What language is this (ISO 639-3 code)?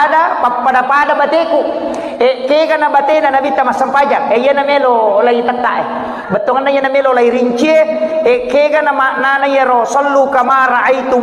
bug